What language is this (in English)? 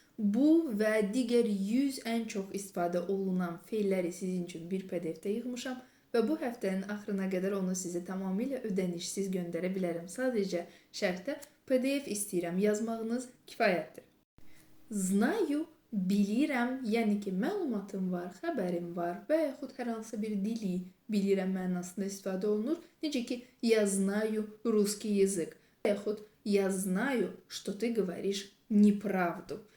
Azerbaijani